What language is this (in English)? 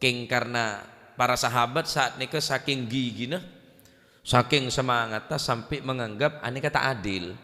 Madurese